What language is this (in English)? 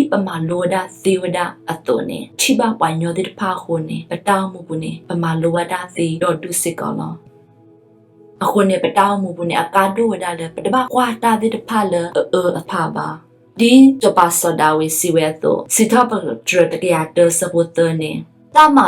S'gaw Karen